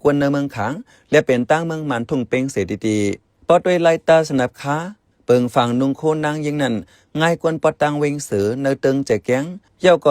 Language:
Shan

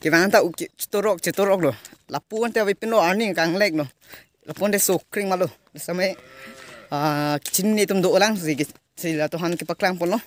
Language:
Karbi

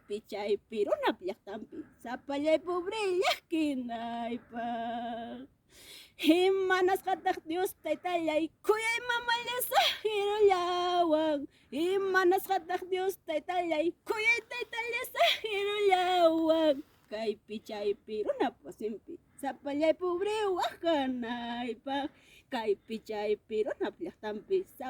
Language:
Ayacucho Quechua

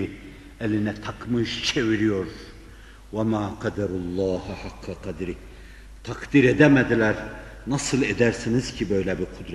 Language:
Turkish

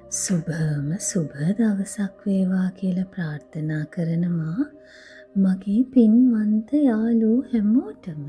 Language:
Sinhala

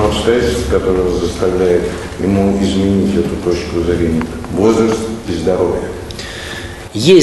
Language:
Russian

